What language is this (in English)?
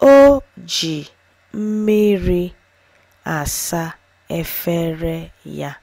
Igbo